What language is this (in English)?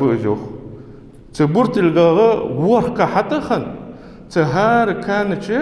Ingush